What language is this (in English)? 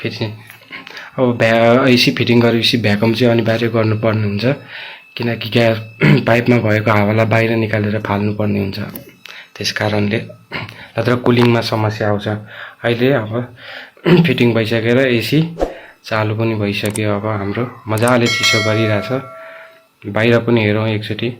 Nepali